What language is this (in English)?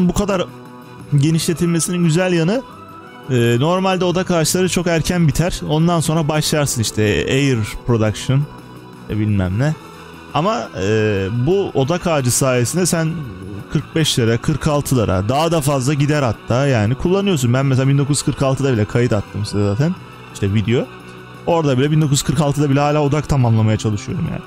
Turkish